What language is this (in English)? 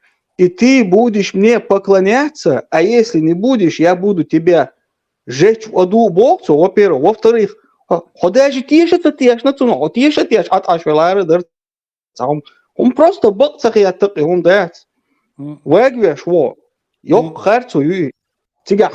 Chechen